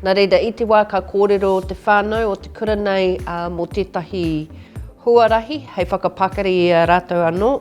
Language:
Māori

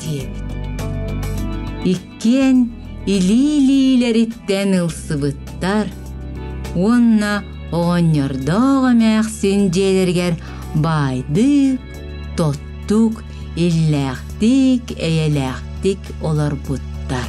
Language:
Yakut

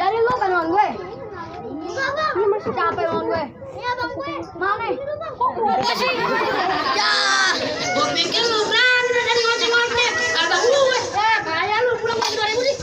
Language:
Betawi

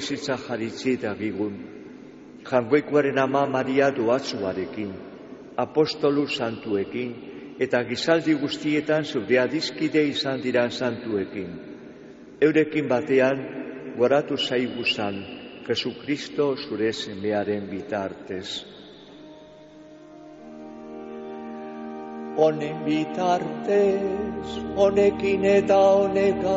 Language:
Basque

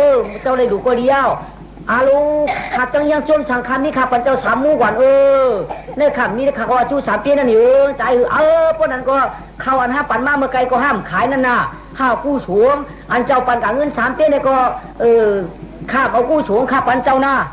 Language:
Shan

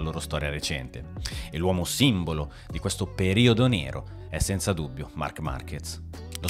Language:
Italian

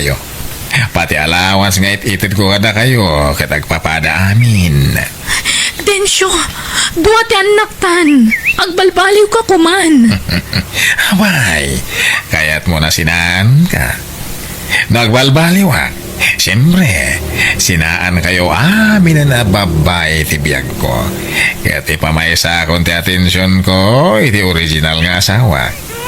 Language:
Iloko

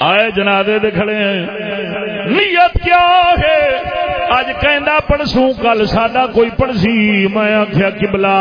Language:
Saraiki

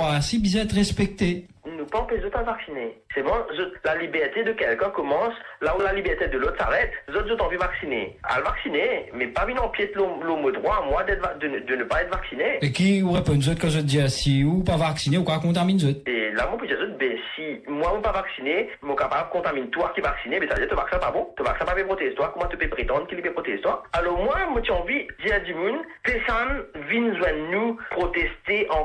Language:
Morisyen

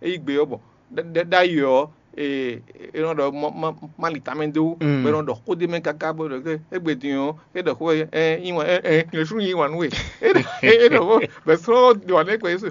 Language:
Fon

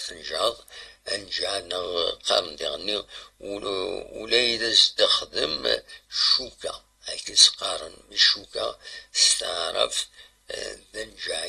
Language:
Kabyle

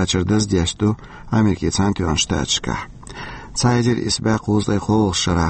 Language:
Chechen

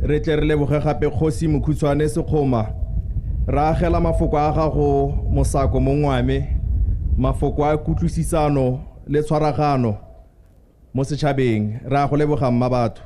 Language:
Tswana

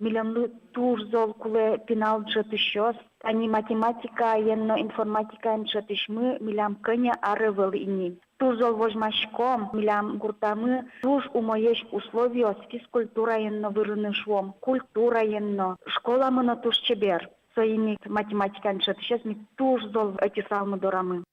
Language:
Udmurt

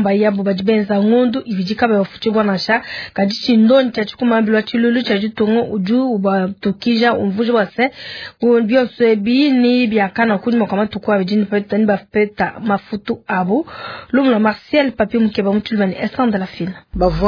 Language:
Luba-Lulua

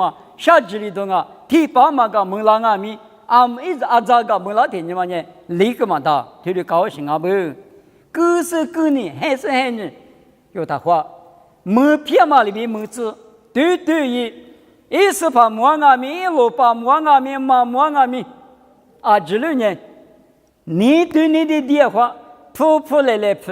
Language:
Lisu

